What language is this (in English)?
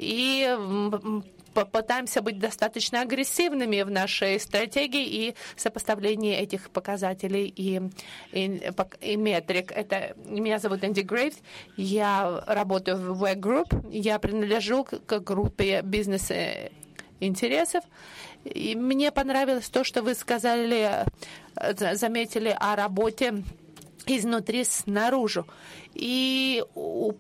Russian